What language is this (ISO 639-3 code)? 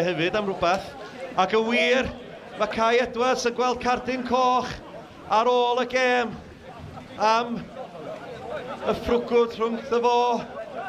cym